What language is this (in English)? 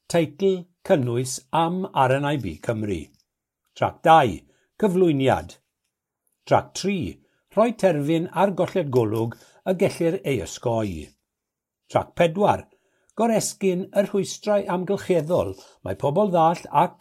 Welsh